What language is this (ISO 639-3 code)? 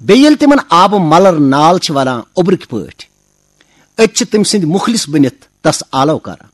kas